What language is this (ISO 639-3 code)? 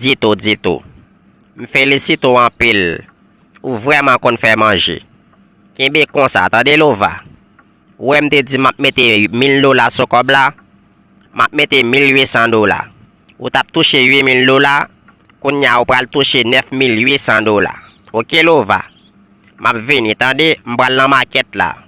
hat